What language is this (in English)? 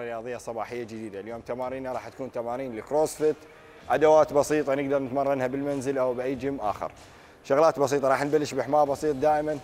Mesopotamian Arabic